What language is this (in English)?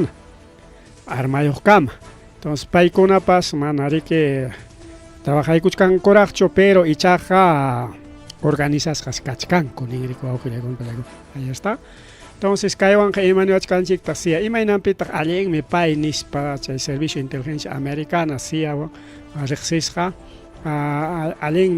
Ayacucho Quechua